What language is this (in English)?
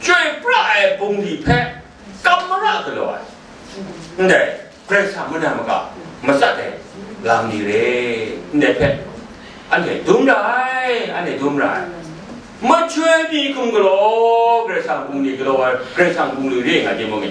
Kachin